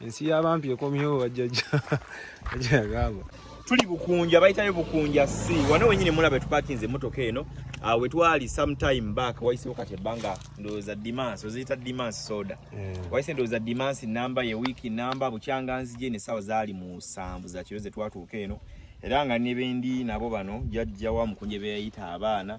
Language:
Ganda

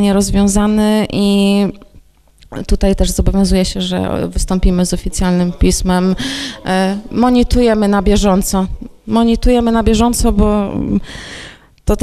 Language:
Polish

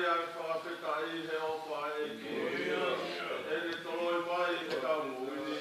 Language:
Tongan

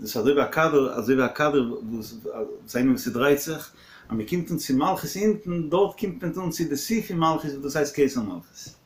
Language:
Yiddish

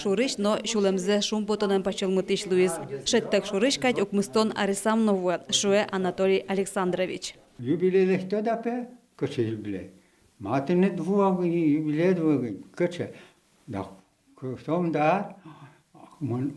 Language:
Udmurt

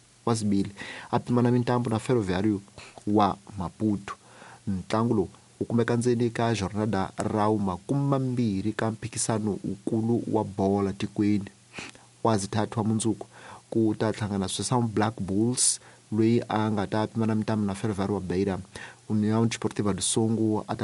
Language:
Tsonga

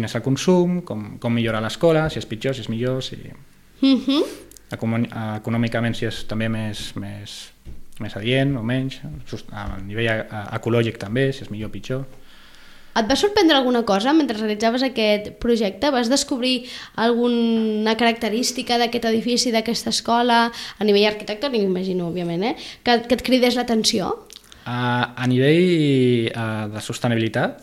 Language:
Catalan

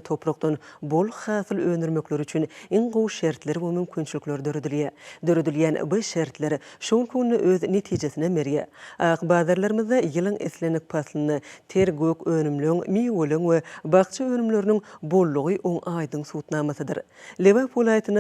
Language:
Turkmen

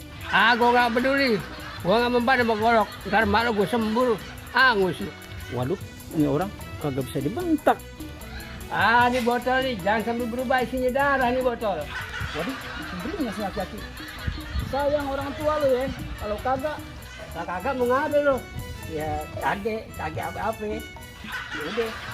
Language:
Betawi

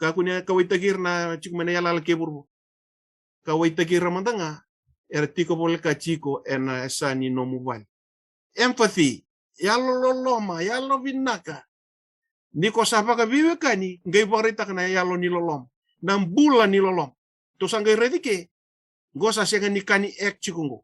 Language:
Fijian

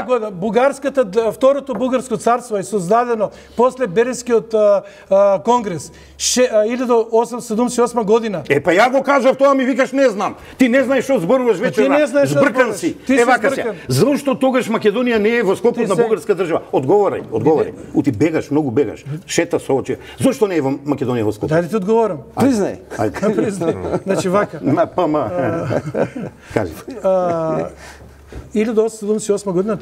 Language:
Macedonian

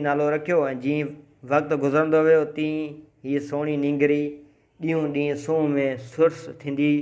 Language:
Sindhi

